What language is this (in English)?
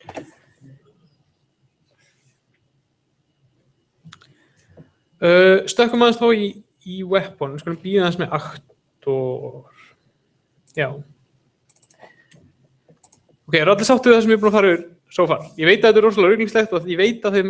Icelandic